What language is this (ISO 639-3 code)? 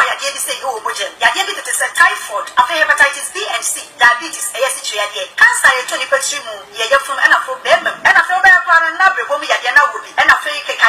aka